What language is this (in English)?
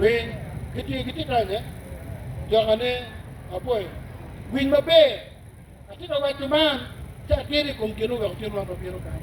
Acoli